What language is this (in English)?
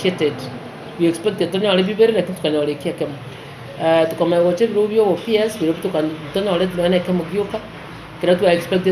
Gusii